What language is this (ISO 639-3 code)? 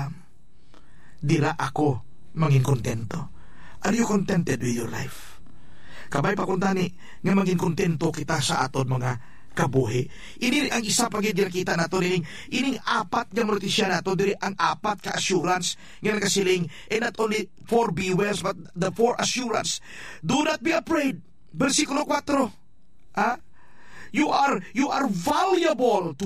hil